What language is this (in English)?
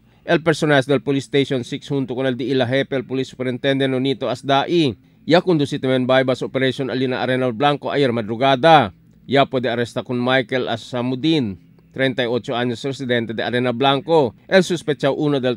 Chavacano